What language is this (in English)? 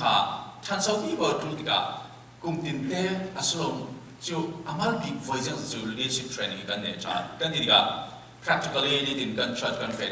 Falam Chin